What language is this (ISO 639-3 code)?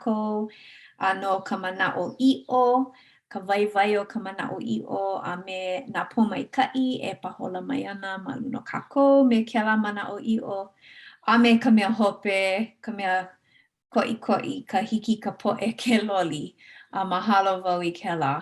haw